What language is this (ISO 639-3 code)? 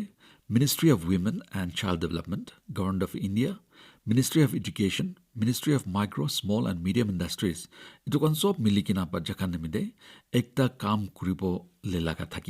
nag